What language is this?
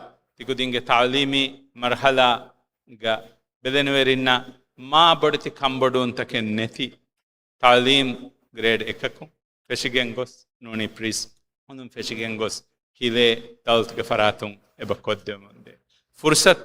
Divehi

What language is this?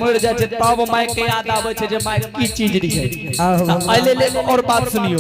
Angika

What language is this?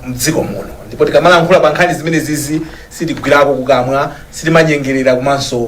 Nyanja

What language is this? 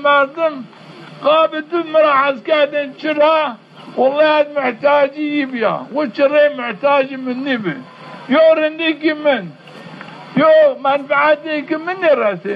Zaza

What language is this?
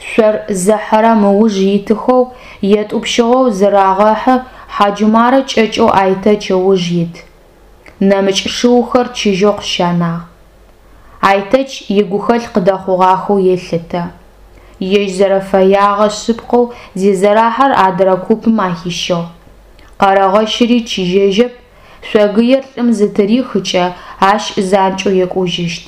Adyghe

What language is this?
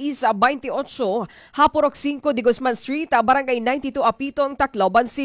Waray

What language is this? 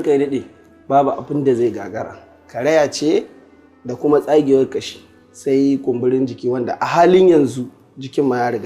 Hausa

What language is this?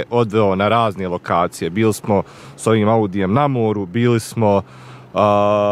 Bosnian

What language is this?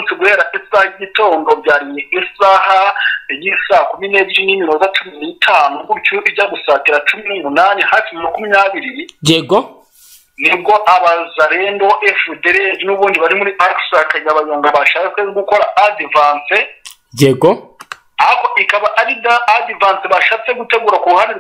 Kinyarwanda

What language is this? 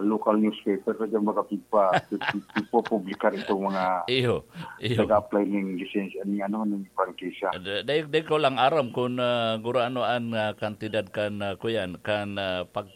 Bikol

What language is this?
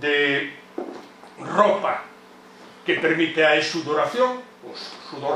Galician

